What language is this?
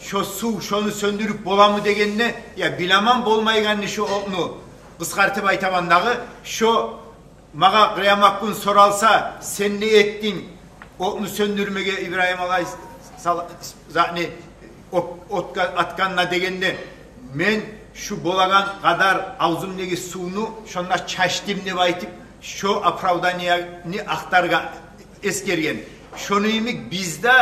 Kumyk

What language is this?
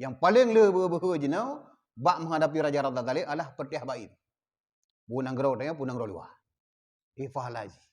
Achinese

